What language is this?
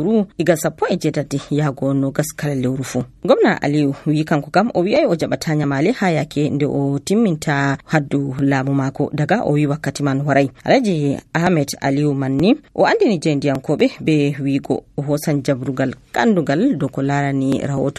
Nigerian Fulfulde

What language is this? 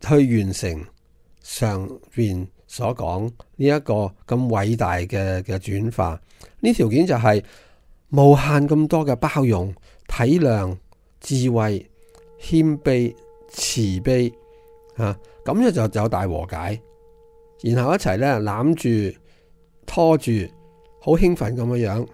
Cantonese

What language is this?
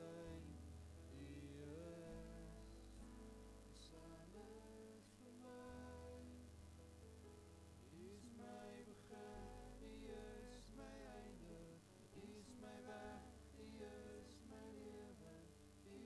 Afrikaans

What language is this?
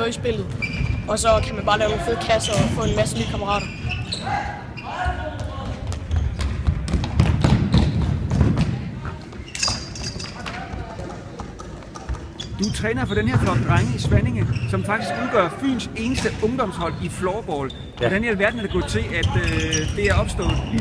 Danish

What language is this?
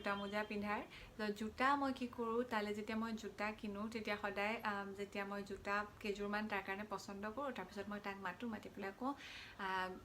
Assamese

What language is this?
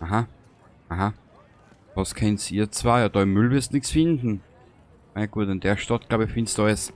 Bavarian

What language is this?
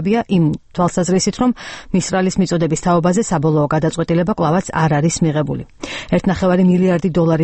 Georgian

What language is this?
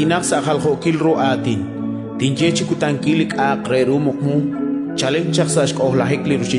Kekchí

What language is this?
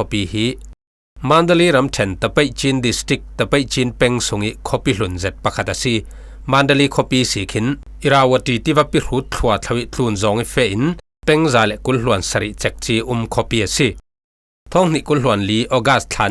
Falam Chin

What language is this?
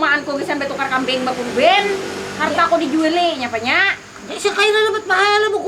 Banjar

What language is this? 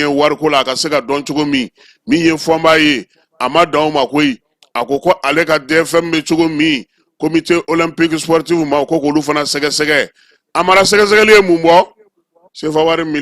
Bambara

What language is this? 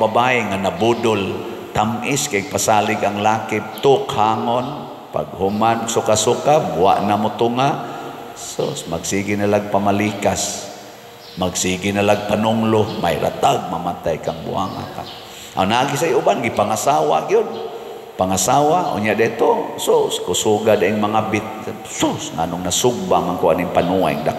Cebuano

